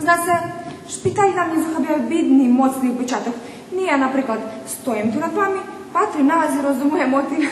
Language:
Rusyn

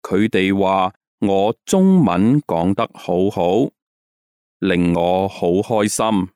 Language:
Cantonese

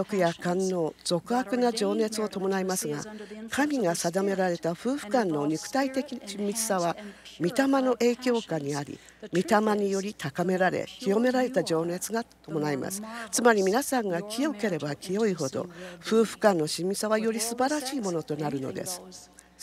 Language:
Japanese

